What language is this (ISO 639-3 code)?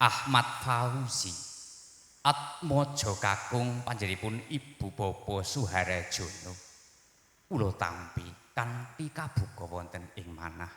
jav